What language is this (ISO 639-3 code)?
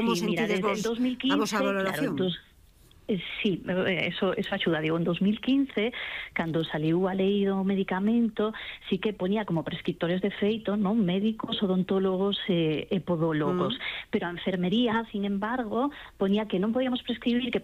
glg